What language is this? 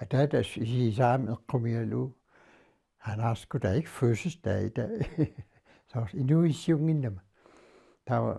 Kalaallisut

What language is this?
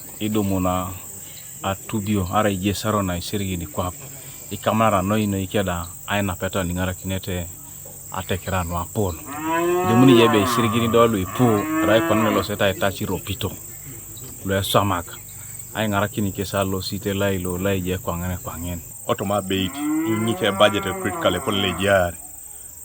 Teso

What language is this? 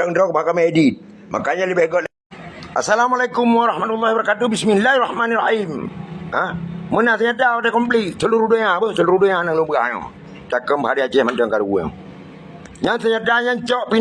Achinese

